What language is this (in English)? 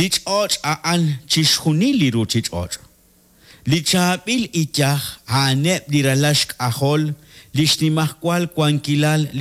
Kekchí